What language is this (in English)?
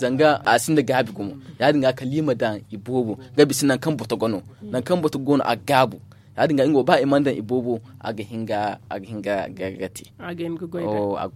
Zarma